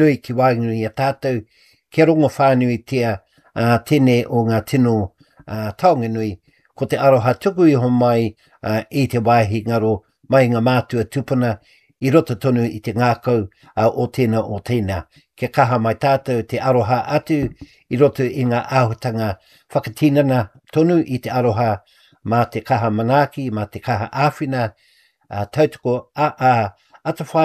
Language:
Māori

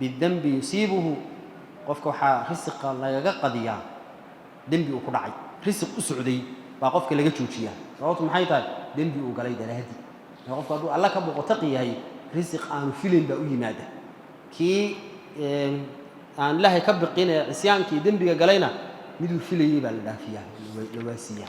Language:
Somali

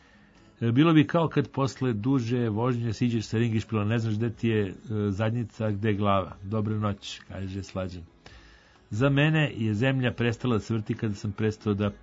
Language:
Serbian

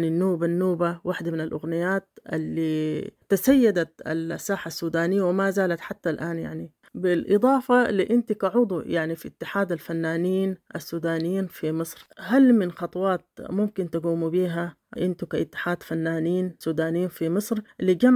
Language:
Sudanese Arabic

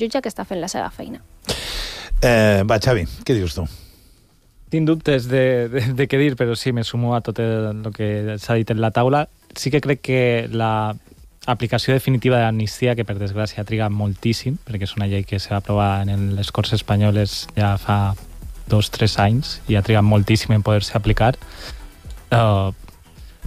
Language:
Catalan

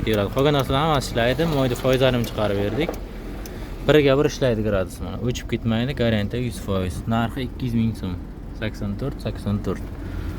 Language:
Uzbek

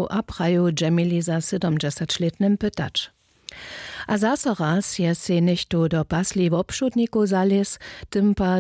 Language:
Upper Sorbian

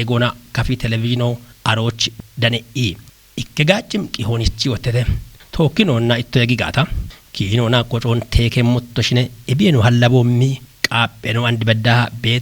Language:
Kafa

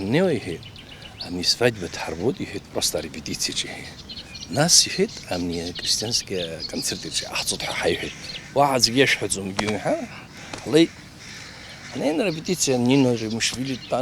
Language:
Abkhazian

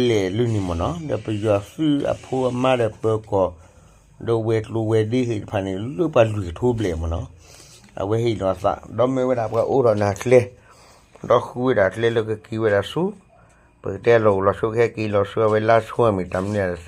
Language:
S'gaw Karen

